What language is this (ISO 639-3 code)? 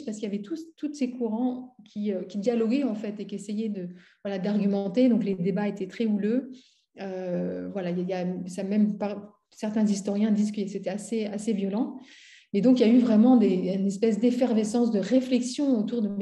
fra